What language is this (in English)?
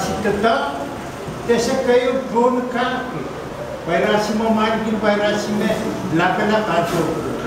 Pohnpeian